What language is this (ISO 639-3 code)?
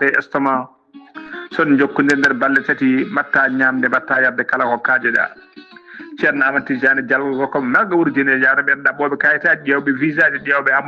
ful